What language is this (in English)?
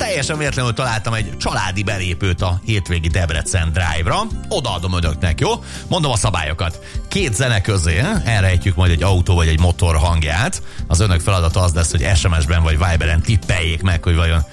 Hungarian